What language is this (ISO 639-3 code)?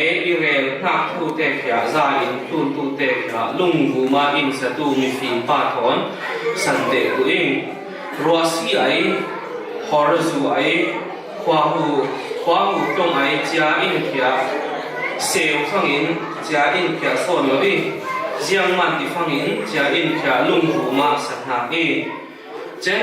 cfm